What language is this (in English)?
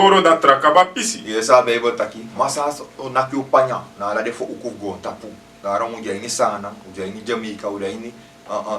Sranan Tongo